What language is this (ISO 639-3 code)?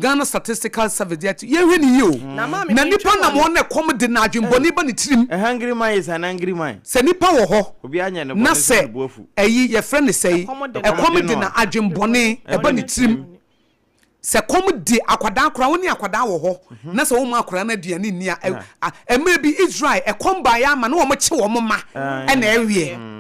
aka